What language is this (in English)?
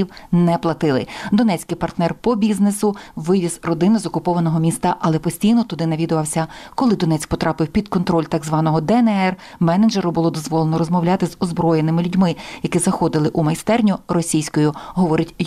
Ukrainian